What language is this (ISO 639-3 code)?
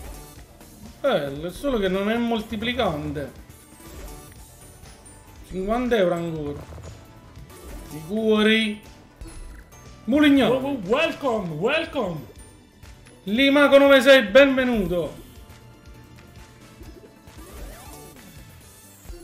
ita